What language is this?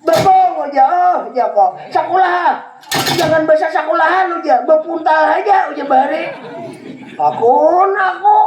Banjar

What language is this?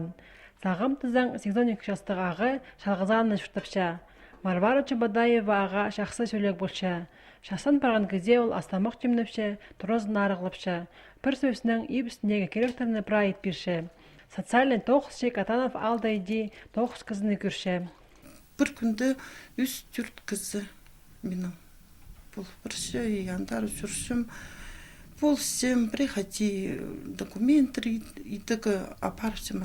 Khakas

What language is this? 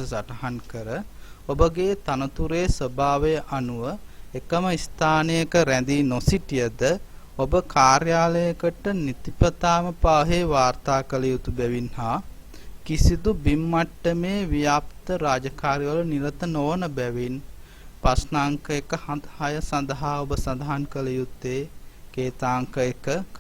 Sinhala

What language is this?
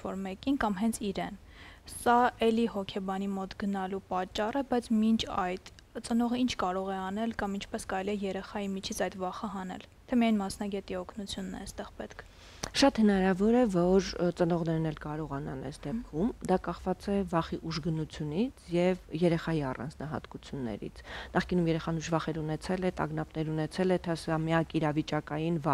Armenian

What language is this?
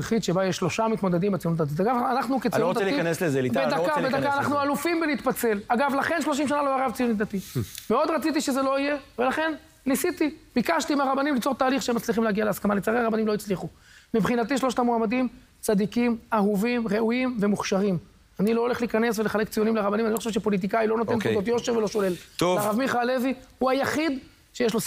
Hebrew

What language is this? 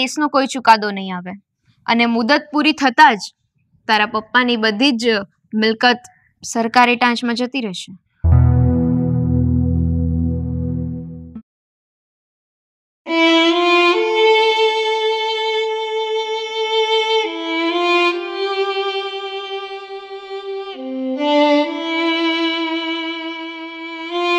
Gujarati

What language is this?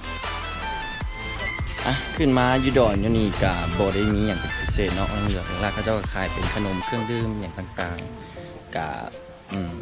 Lao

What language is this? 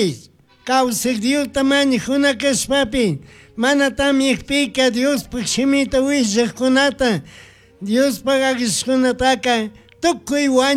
Chimborazo Highland Quichua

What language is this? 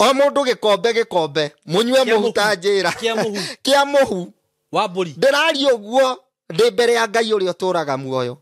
Kikuyu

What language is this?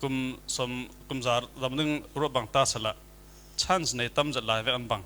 Falam Chin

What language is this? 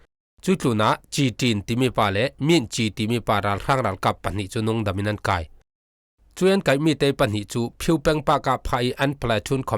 Falam Chin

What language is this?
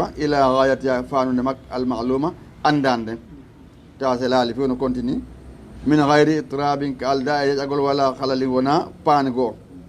Fula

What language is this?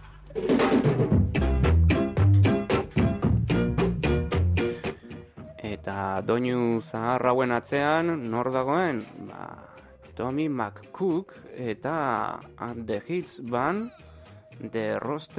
Basque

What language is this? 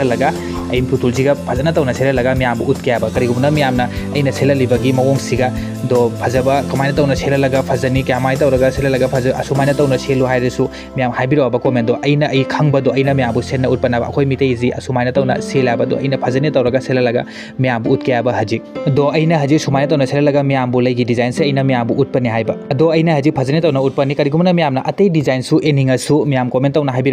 Manipuri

